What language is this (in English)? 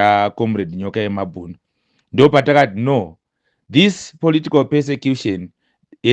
Shona